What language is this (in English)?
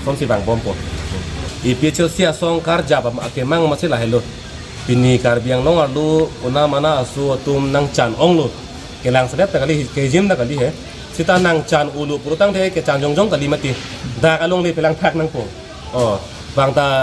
Karbi